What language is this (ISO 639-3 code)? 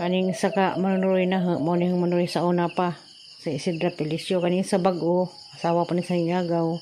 ceb